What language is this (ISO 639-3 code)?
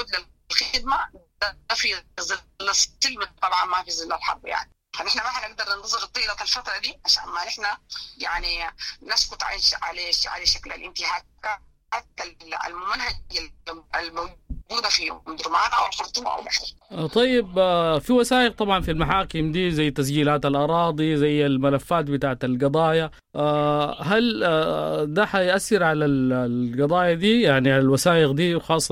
apd